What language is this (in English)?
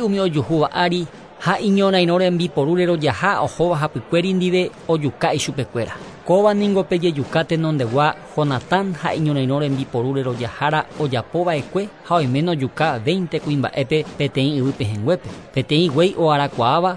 Guarani